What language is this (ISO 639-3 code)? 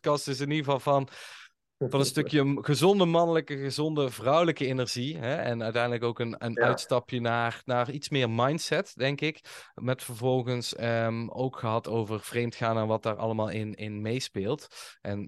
nld